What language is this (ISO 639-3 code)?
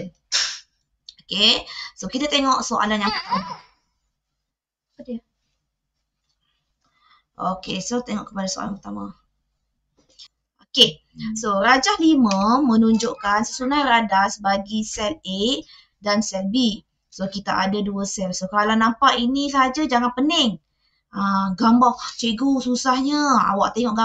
msa